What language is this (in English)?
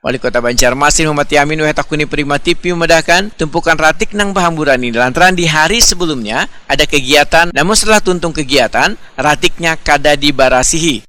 Banjar